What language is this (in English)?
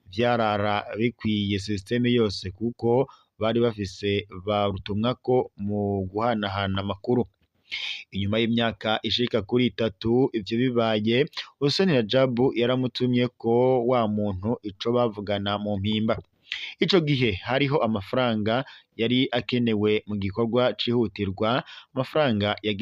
Rundi